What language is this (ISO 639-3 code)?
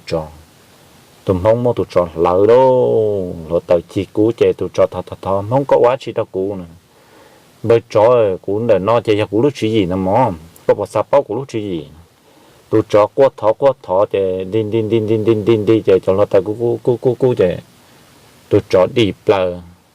hmn